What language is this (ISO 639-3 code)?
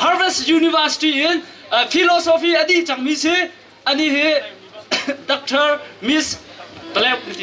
cnh